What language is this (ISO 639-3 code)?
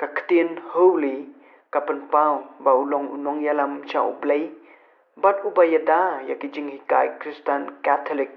kha